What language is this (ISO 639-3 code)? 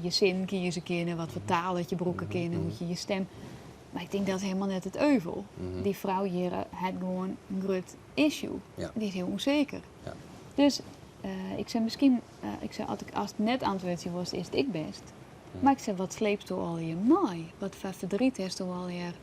fry